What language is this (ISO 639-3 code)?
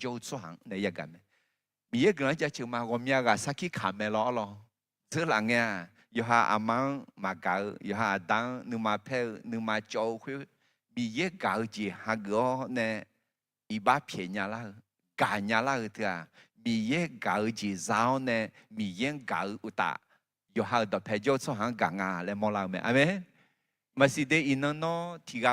ahk